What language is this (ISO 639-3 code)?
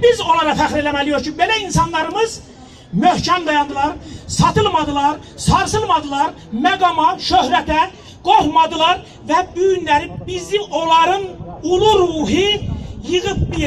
azb